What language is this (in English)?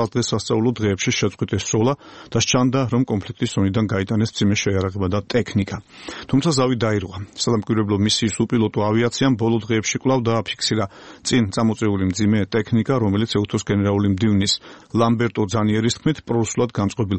Georgian